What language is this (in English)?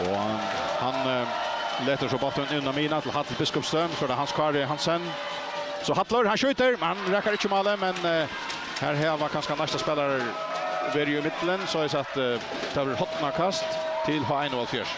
Faroese